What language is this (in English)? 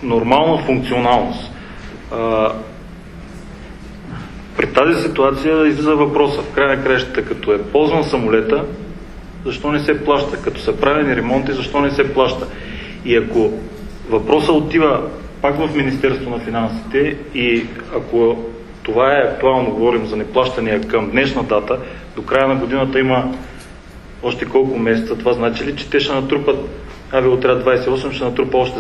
Bulgarian